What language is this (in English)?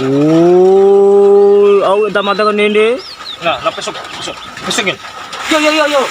Bima